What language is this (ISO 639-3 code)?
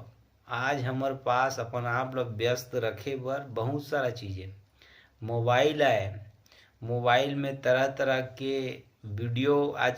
hne